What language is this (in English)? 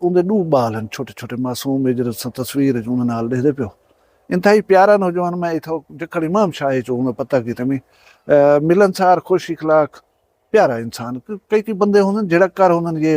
Saraiki